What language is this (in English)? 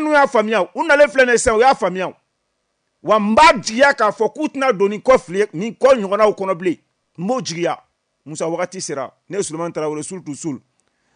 Bambara